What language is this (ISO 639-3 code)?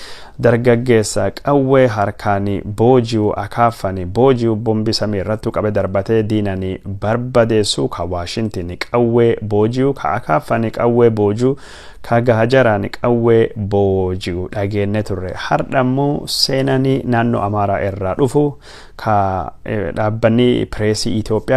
orm